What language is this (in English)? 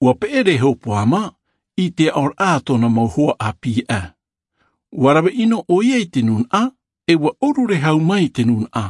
Tahitian